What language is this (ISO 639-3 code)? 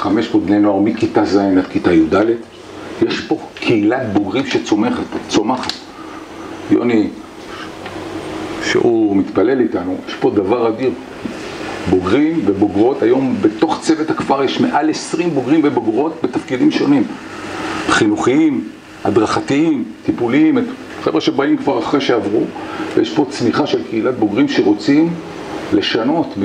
heb